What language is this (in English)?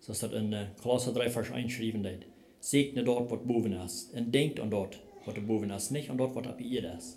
Plautdietsch